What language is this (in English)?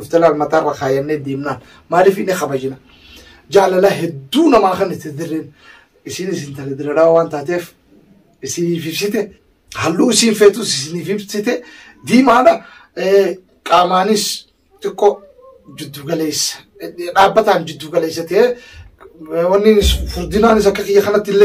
Oromo